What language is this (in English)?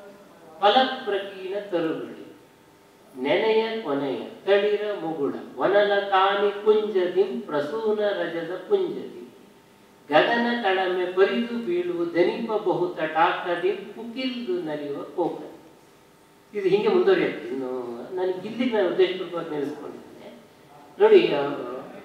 Kannada